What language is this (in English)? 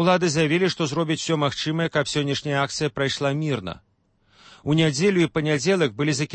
Belarusian